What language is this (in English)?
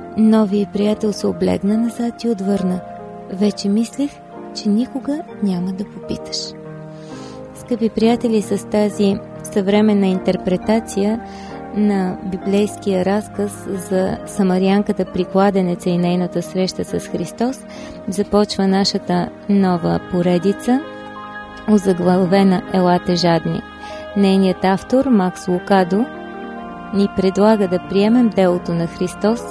Bulgarian